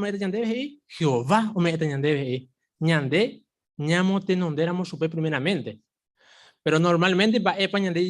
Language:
Guarani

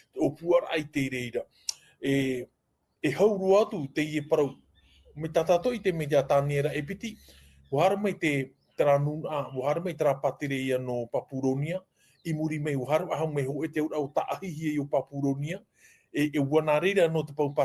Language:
Tahitian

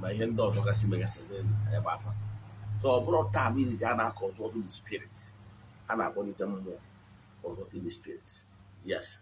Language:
Igbo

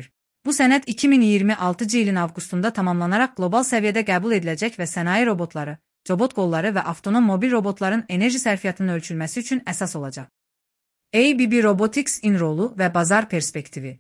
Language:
Azerbaijani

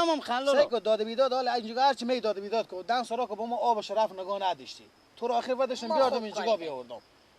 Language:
Persian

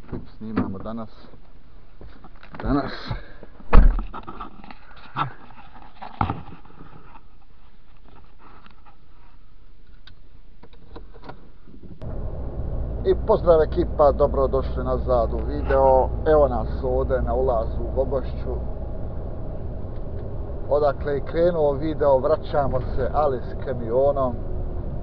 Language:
Bosnian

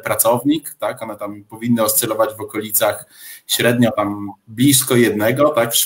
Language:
Polish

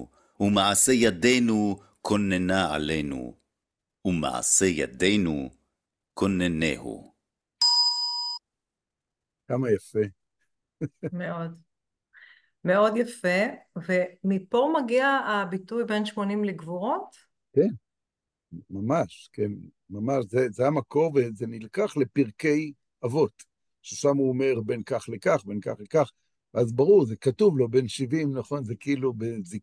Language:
Hebrew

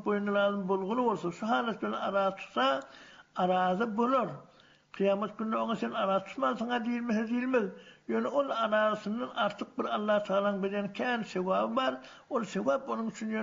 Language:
Turkmen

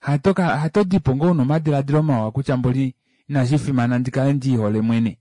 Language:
Kuanyama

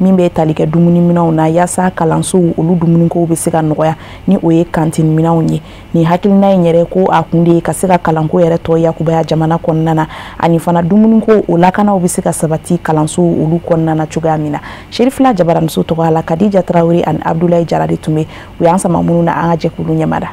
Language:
Bambara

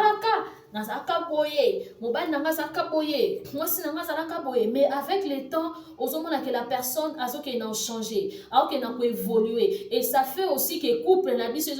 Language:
Lingala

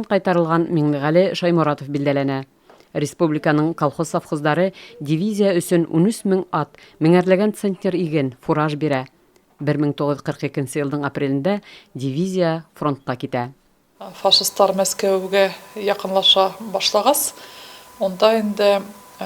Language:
Bashkir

